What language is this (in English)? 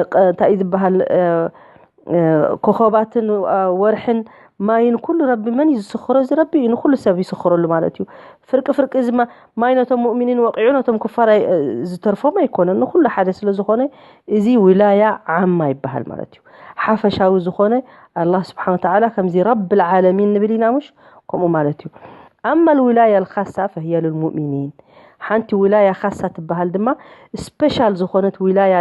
Tigrinya